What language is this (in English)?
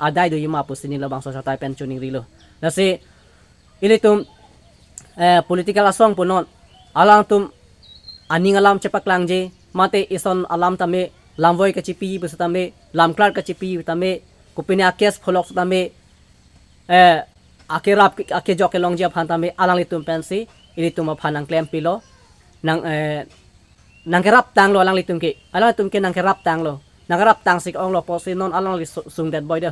Karbi